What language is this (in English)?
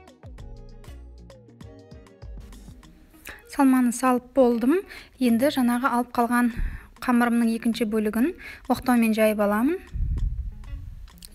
Kazakh